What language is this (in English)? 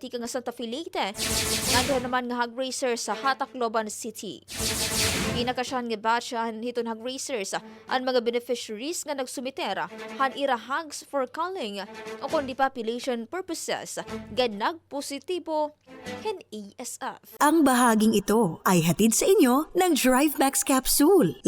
Waray